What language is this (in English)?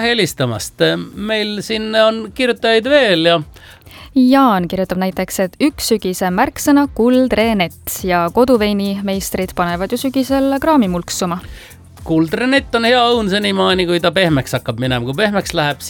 Estonian